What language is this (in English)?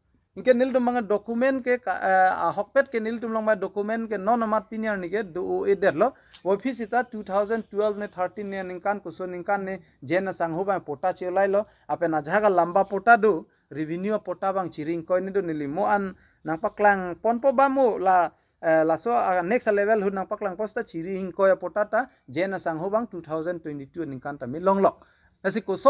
Karbi